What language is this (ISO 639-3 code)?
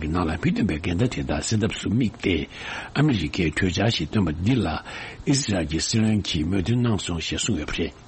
bod